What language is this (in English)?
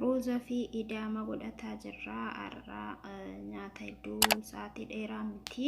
Oromo